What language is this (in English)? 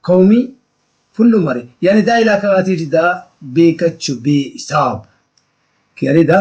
Brahui